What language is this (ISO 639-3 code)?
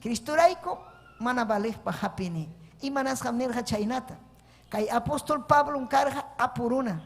quy